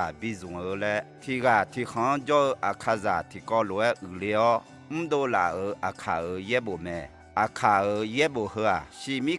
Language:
Akha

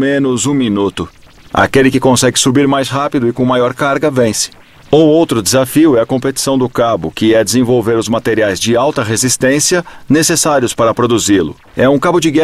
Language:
Portuguese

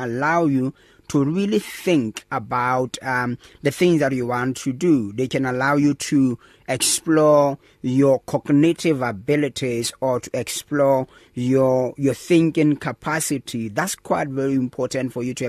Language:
English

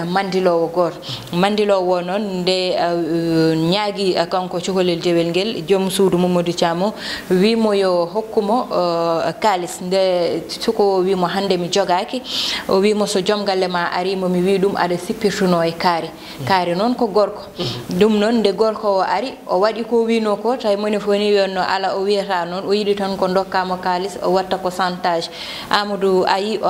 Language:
Fula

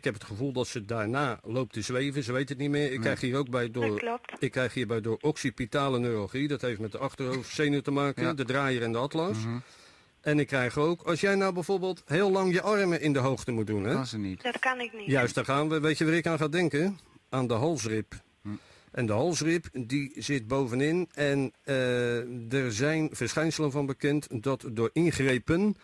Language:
Dutch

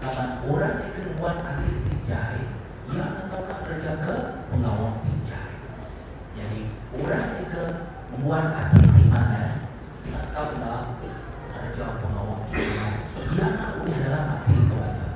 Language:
Iban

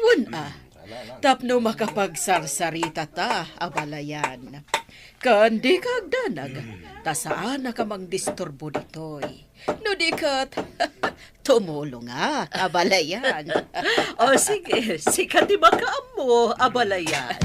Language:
Iloko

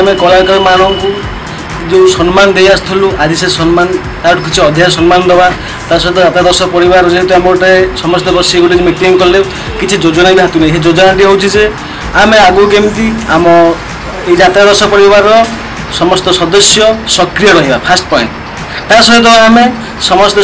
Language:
Odia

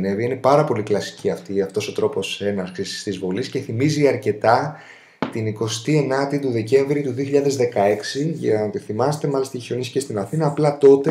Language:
Greek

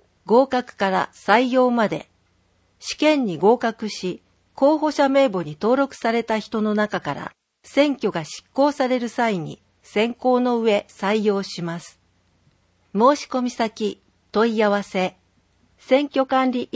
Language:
Japanese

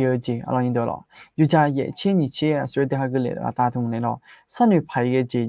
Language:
Akha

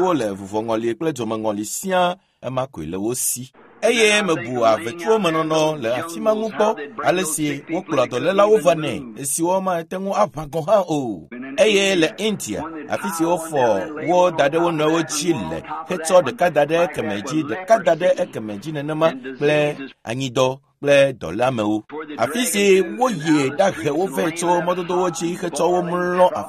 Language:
Ewe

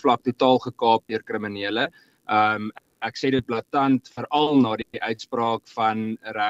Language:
Afrikaans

